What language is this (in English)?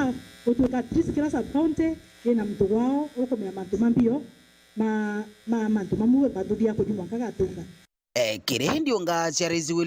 Meru